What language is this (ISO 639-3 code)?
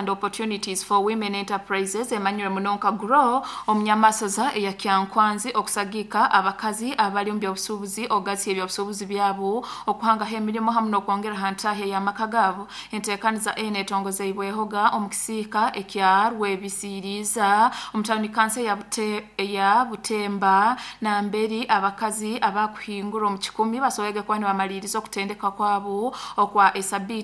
nyo